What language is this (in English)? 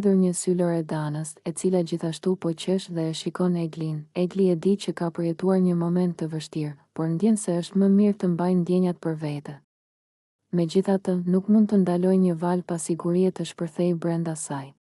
Albanian